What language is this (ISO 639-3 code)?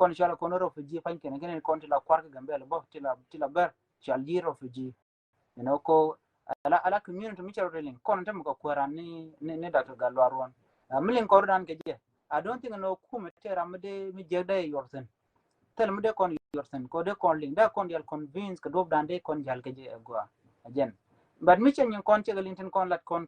nus